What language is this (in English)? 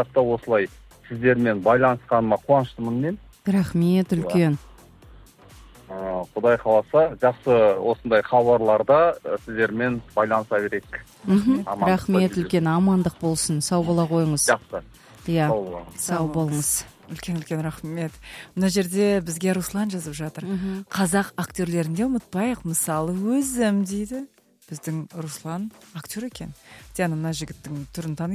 Kazakh